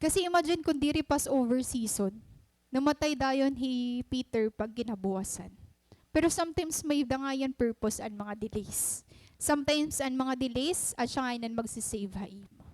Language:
Waray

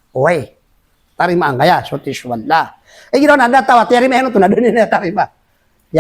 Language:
Maranao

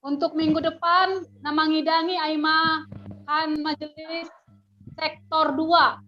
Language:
Batak Simalungun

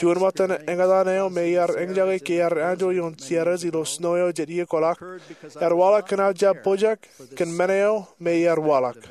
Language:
Marshallese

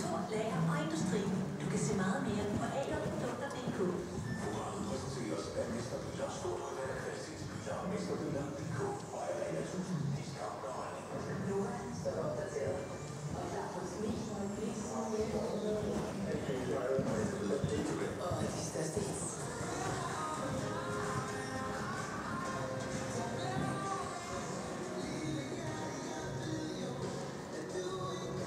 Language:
Danish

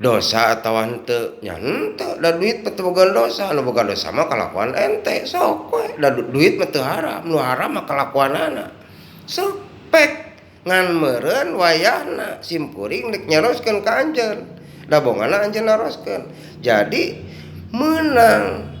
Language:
Sundanese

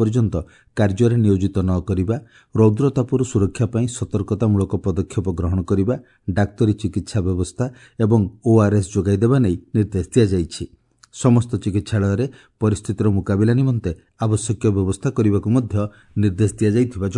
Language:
Odia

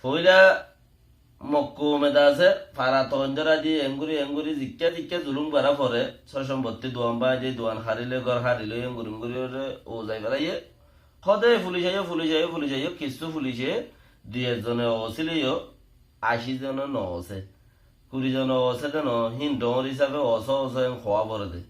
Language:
Rohingya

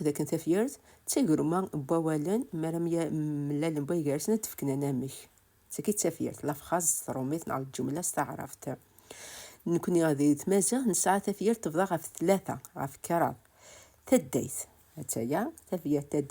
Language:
Kabyle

